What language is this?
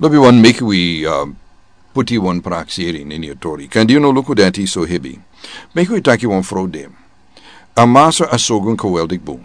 Sranan Tongo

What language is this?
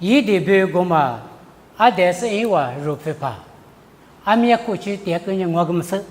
Lisu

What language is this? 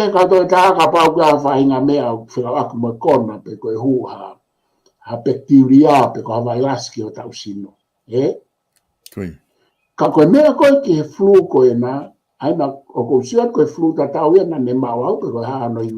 Tongan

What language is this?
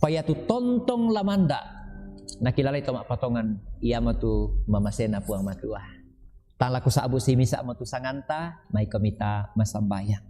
Toraja-Sa'dan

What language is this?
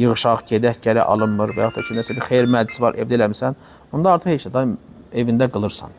Azerbaijani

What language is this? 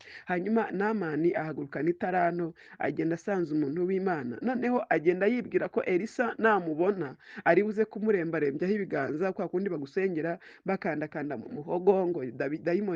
Kinyarwanda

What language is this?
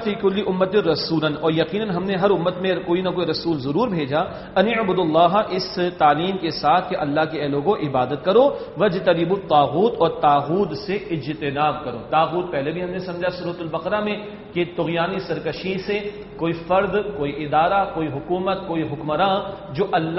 Urdu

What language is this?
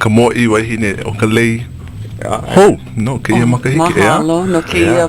Hawaiian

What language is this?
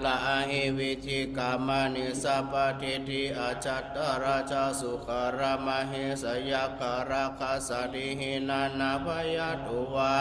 Pali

